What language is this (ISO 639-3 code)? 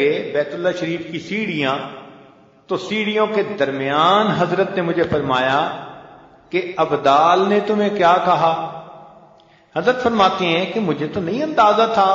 urd